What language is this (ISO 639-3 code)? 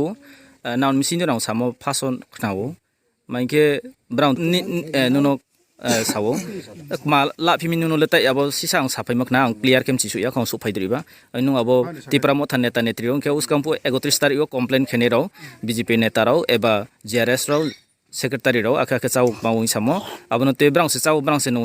ria